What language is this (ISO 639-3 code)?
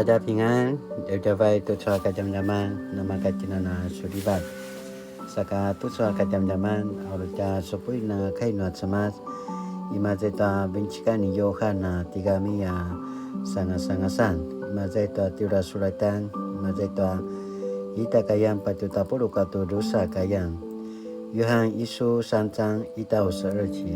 pwn